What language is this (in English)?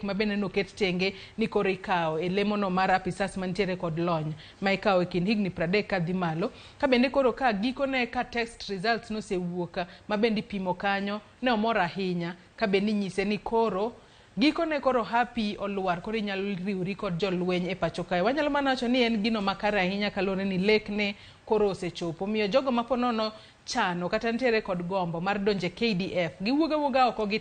Luo (Kenya and Tanzania)